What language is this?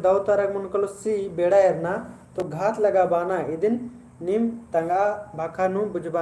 Kurukh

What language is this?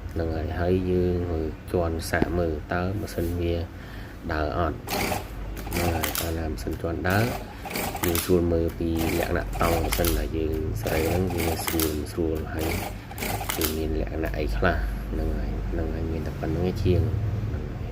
Khmer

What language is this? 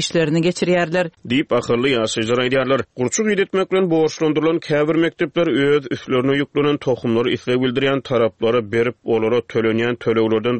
Turkmen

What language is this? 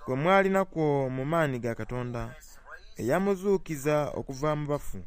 Soga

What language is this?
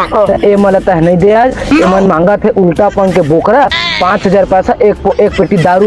Chhattisgarhi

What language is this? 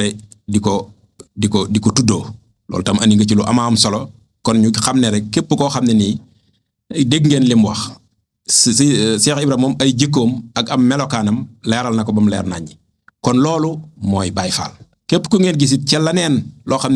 Wolof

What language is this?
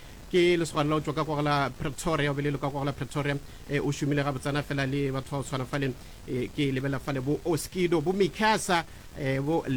Northern Sotho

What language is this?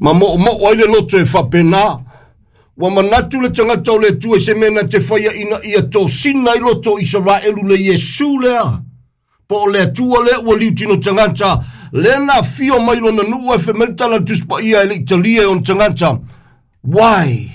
Samoan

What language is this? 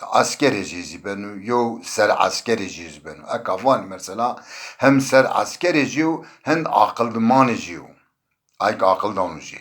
Zaza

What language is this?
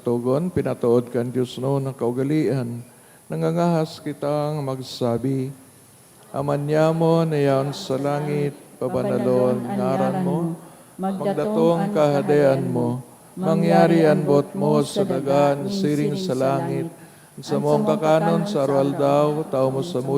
Bikol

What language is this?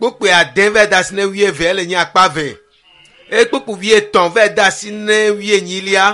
Ewe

